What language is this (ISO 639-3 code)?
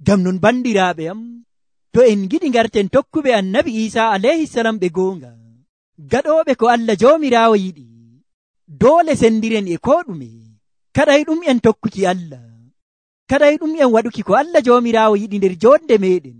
fuv